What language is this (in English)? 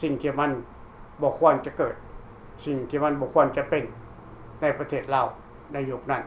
Lao